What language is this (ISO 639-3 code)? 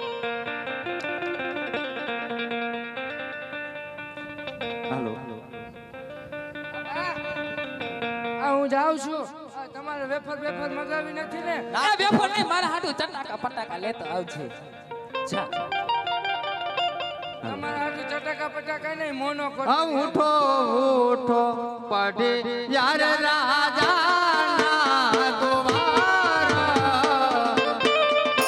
guj